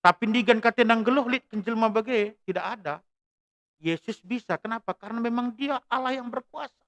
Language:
Batak Karo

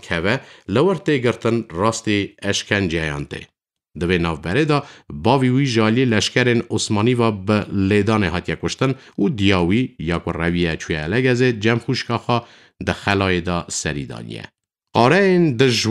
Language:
Kurdish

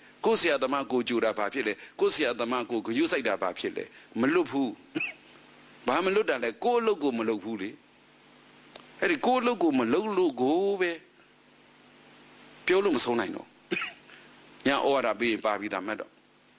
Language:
Burmese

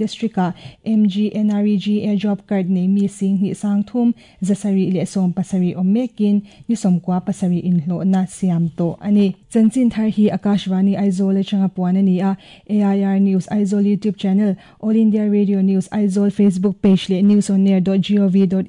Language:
Mizo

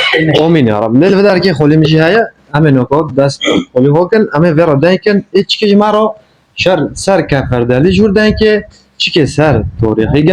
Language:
Kurdish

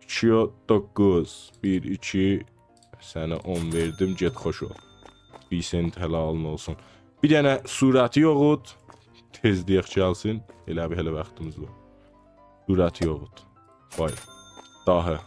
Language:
South Azerbaijani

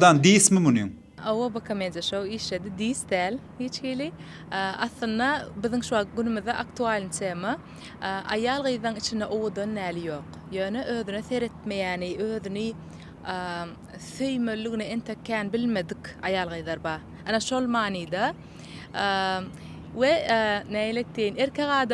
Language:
Turkmen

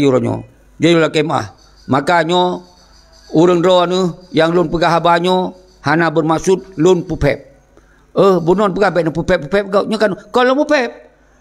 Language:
Achinese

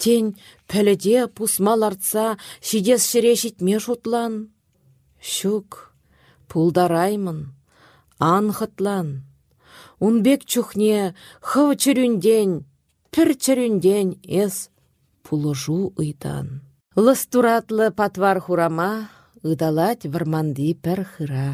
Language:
Chuvash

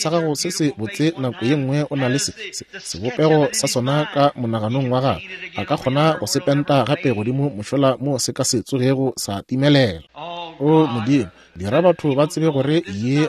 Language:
Northern Sotho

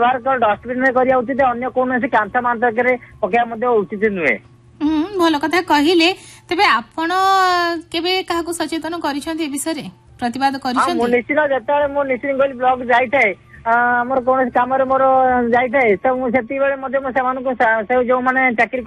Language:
Odia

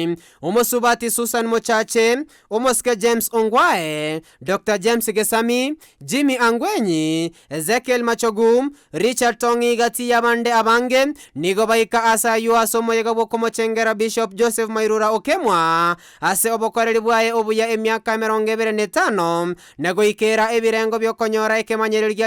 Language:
Gusii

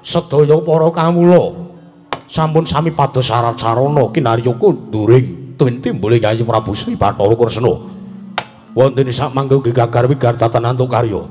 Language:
Javanese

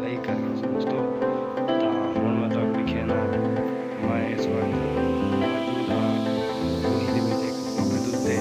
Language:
Saraiki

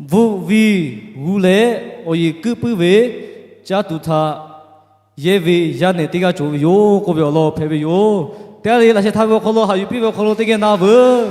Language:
Lahu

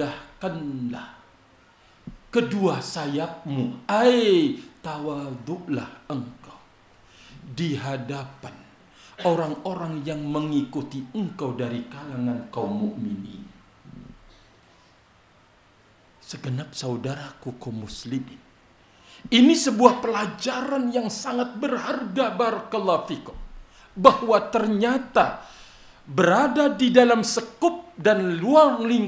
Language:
Indonesian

